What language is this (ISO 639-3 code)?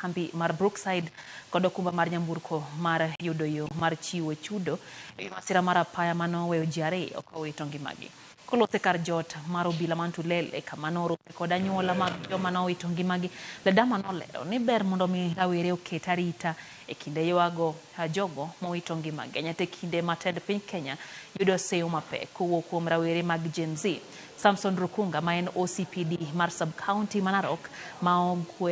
luo